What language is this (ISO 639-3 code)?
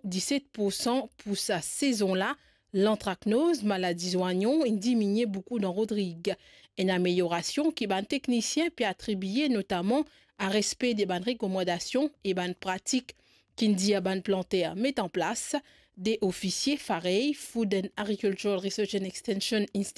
mfe